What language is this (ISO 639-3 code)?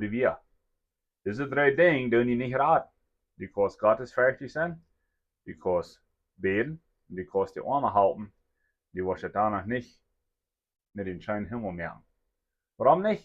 pdt